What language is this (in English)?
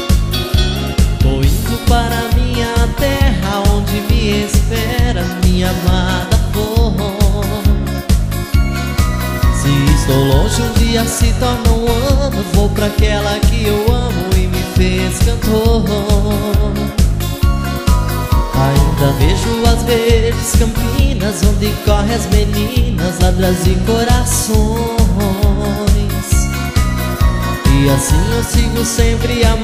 Portuguese